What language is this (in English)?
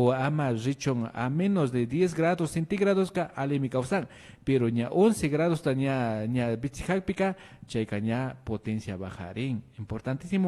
Imbabura Highland Quichua